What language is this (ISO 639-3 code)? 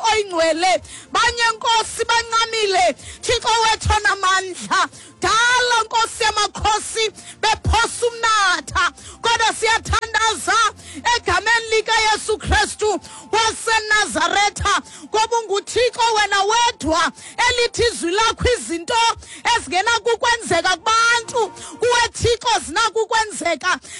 xho